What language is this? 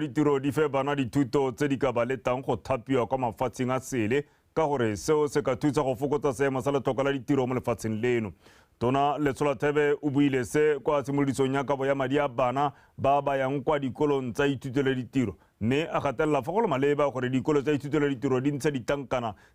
Tswana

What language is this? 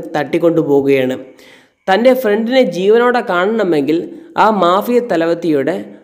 Malayalam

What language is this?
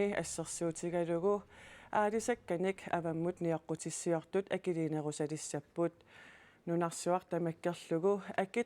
Kalaallisut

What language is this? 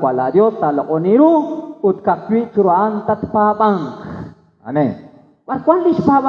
Kekchí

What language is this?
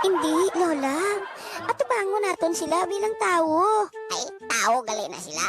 Hiligaynon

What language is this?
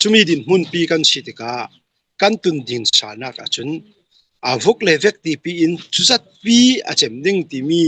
Hakha Chin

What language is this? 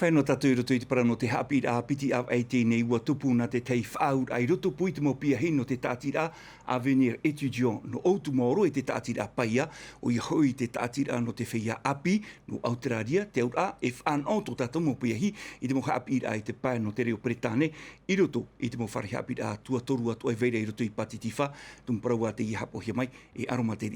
Tahitian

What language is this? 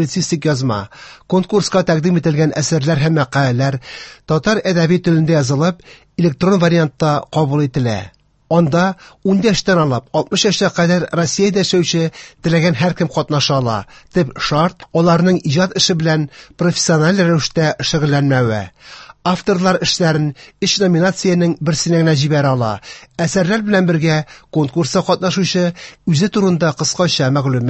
Tatar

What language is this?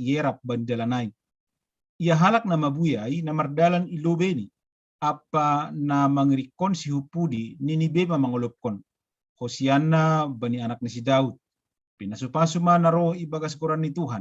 Batak Simalungun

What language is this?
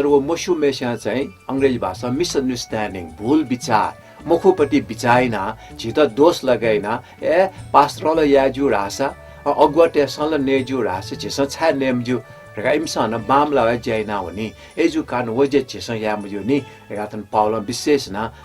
Newari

